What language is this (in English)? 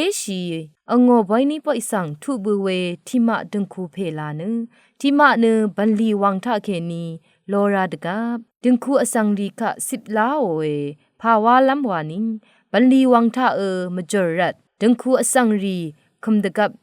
Rawang